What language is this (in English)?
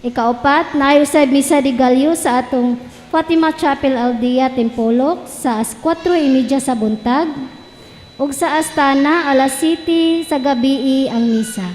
Cebuano